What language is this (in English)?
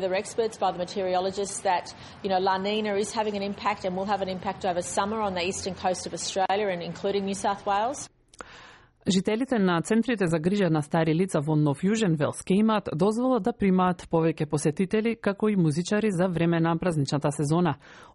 Macedonian